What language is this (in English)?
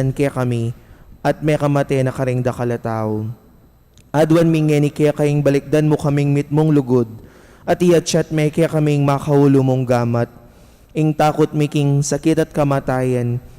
Pampanga